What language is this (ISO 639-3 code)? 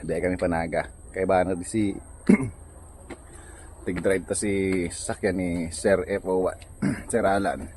bik